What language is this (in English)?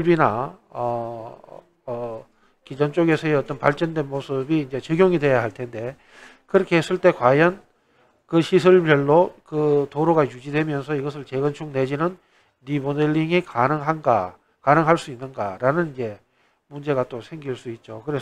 Korean